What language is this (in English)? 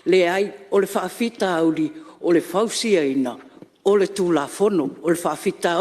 Samoan